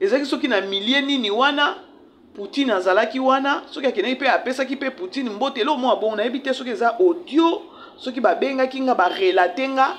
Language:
Lingala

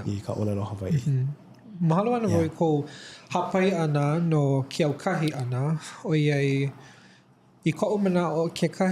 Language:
Hawaiian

